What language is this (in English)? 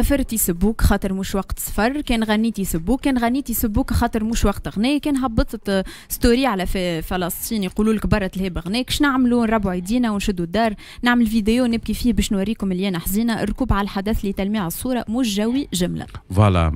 Tunisian Arabic